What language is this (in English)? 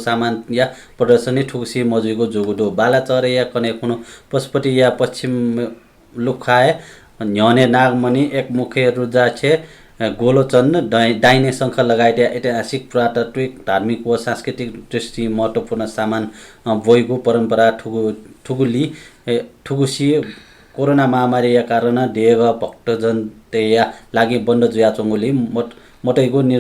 Newari